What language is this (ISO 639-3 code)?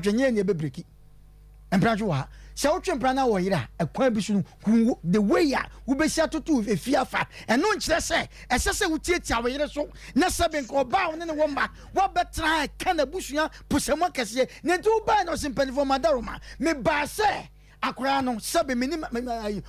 aka